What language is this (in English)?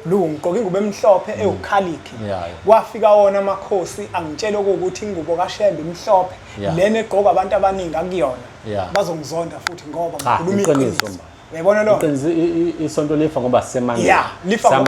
Zulu